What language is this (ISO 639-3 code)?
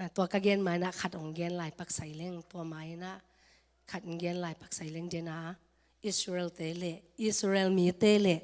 ctd